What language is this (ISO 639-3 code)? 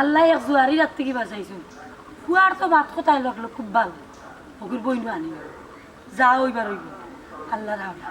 syl